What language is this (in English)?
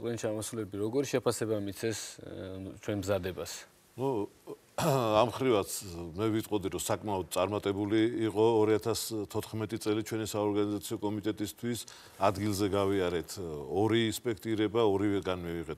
Georgian